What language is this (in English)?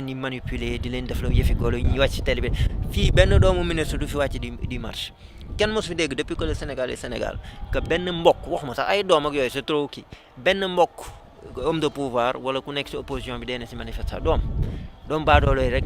Wolof